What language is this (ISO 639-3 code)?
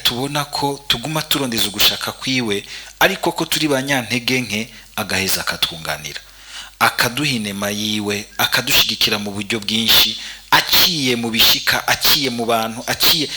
run